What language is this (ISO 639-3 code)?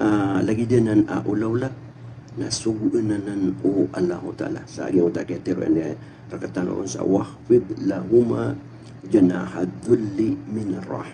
mrw